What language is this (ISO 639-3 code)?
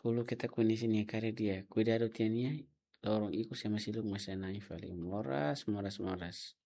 tet